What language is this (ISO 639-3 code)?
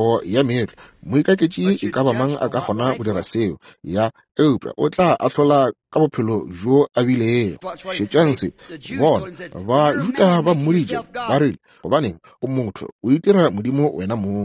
nso